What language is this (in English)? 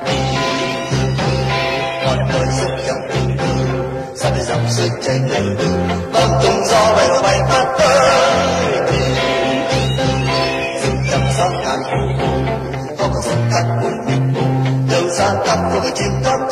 Vietnamese